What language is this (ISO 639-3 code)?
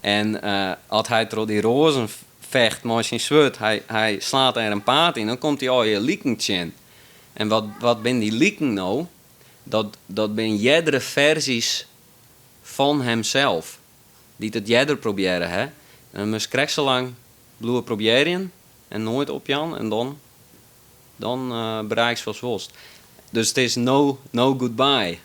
fry